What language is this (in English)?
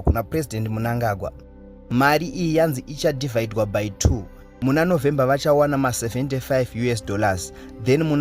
Shona